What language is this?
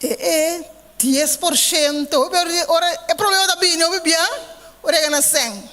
Papiamento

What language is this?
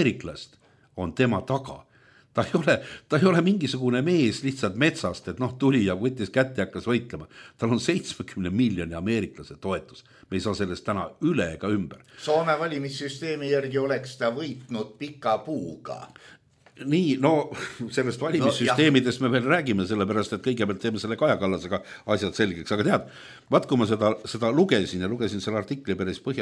Estonian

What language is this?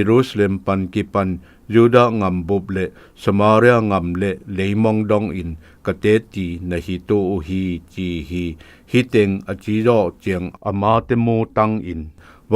Zou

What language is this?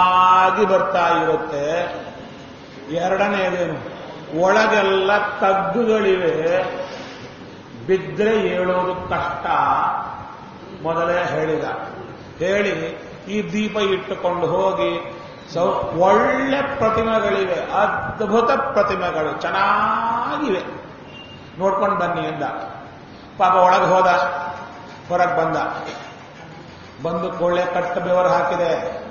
Kannada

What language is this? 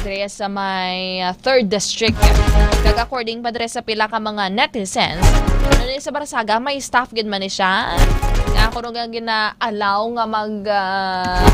Hiligaynon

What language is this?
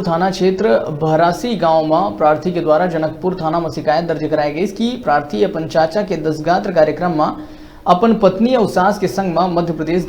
Chhattisgarhi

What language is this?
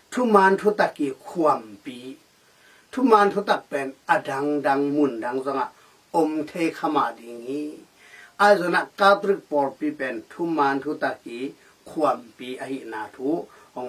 Tedim Chin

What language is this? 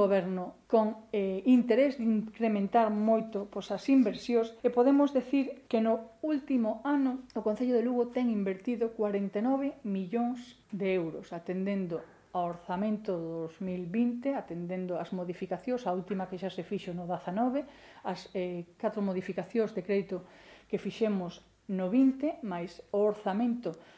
Galician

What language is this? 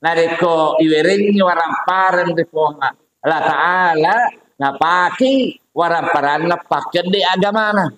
Buginese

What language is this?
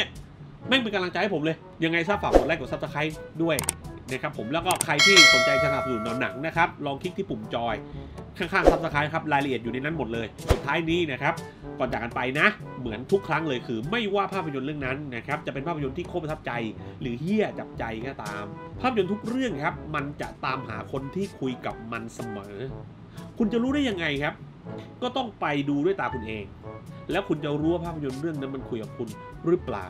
Thai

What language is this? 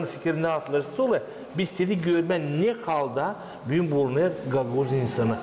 Gagauz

